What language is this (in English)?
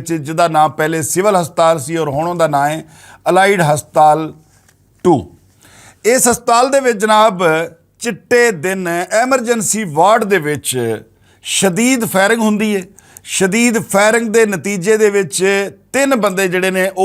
Western Panjabi